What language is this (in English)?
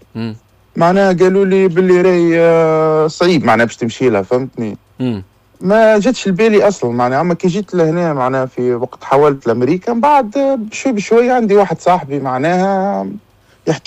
Tunisian Arabic